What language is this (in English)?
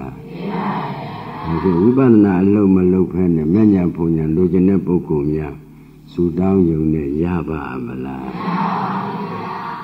Burmese